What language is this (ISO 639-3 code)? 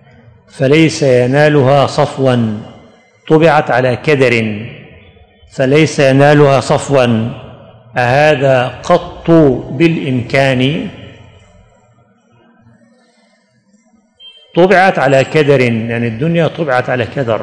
ara